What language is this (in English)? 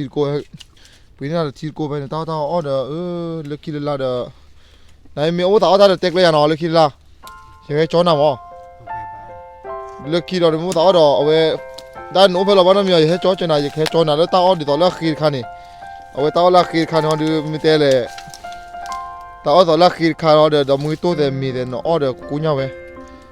S'gaw Karen